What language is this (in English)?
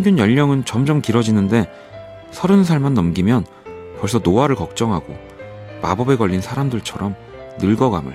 Korean